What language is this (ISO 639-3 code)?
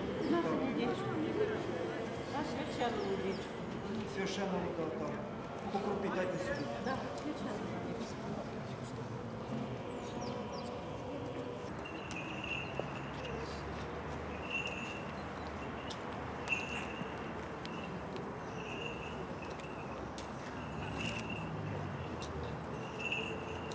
ukr